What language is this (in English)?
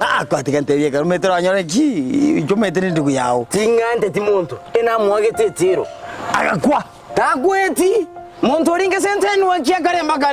Gusii